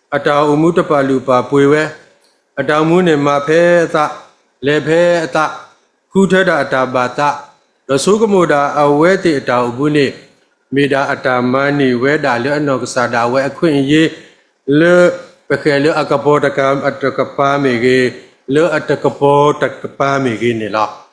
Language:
S'gaw Karen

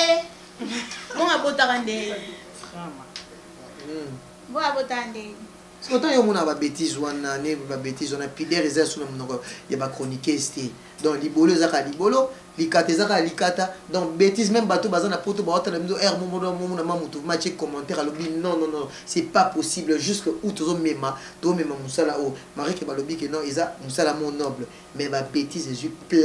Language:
Lingala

